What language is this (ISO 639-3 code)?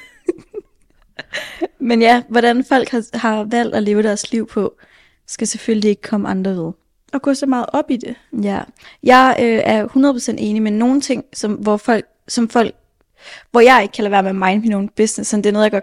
dan